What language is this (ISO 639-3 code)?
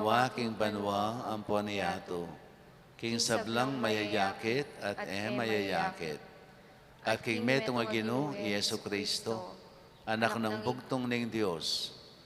pam